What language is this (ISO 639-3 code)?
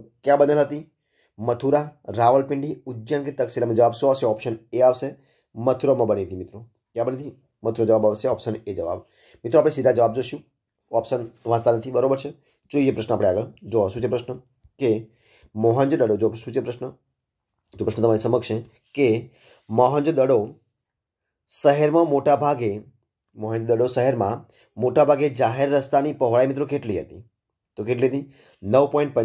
guj